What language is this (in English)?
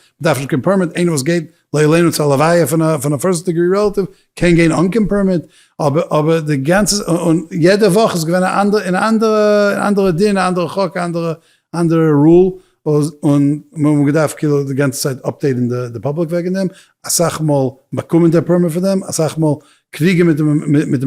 Yiddish